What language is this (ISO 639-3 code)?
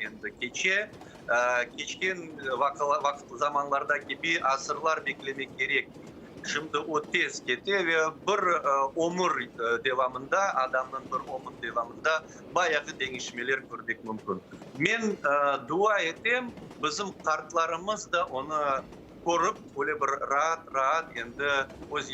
crh